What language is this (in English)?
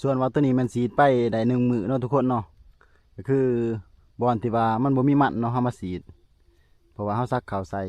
Lao